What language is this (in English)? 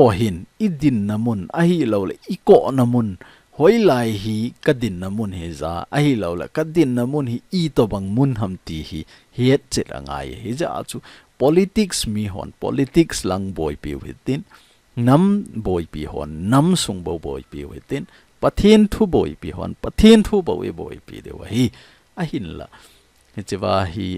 Thado Chin